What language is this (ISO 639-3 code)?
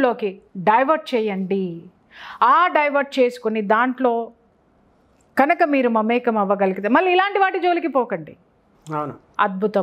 tel